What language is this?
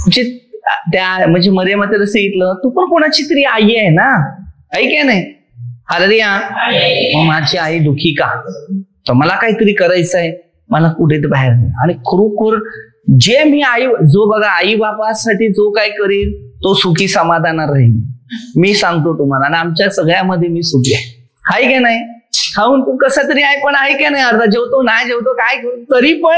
Marathi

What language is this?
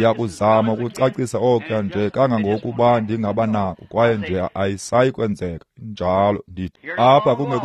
Xhosa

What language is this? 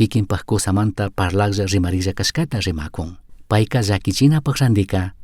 Chimborazo Highland Quichua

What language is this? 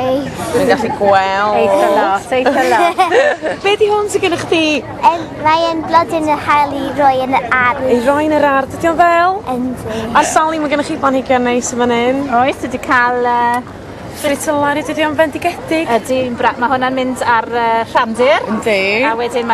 Welsh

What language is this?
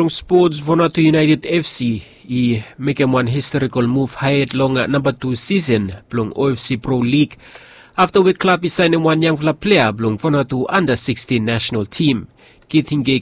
Bislama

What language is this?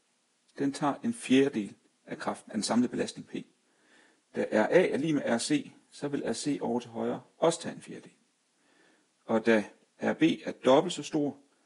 Danish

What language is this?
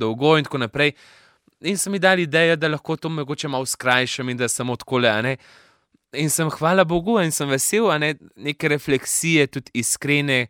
Slovenian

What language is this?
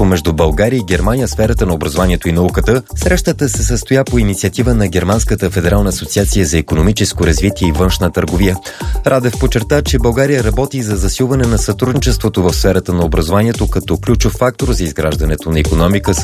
Bulgarian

